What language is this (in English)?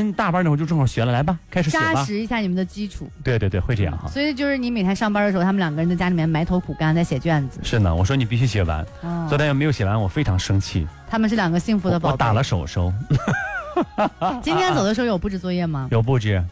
Chinese